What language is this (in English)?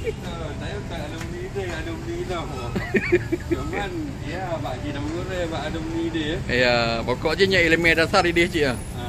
Achinese